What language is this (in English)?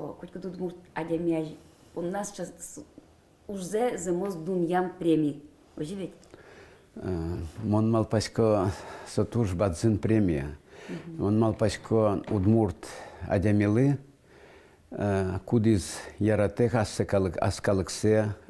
Udmurt